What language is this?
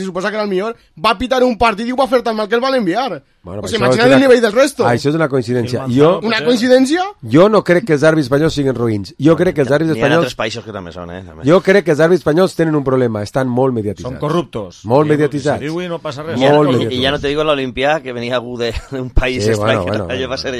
Catalan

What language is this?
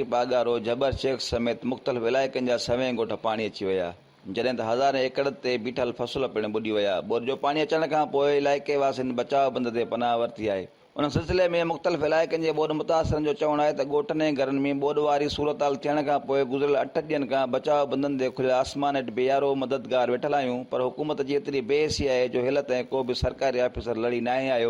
Sindhi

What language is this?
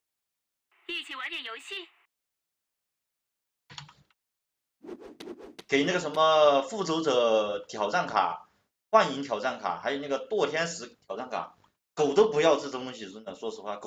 Chinese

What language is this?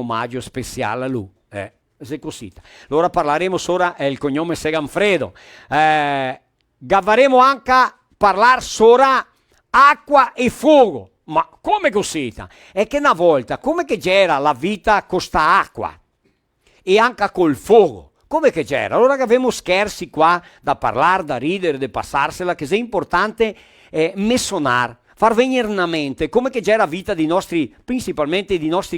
Venetian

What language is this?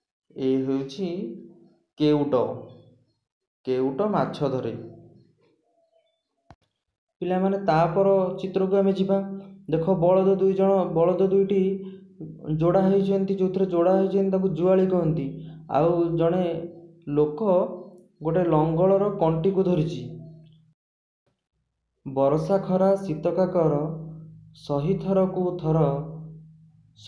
Odia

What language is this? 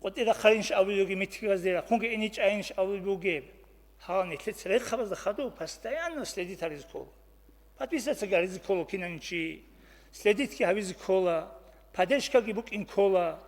Avaric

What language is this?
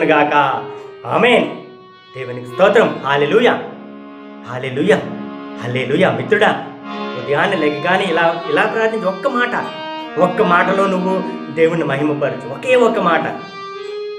Telugu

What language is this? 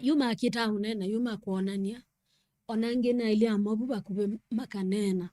Kamba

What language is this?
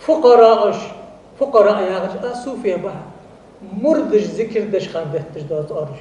Ingush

